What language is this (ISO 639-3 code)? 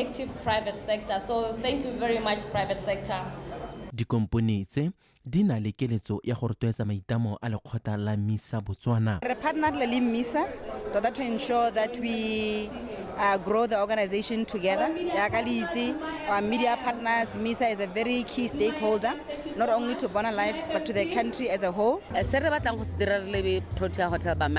tsn